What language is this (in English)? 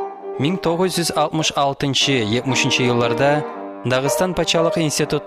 Kumyk